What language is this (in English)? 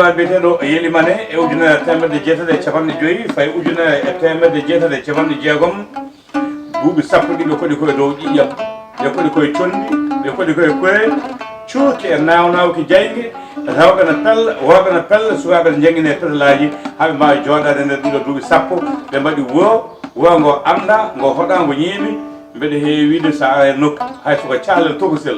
Fula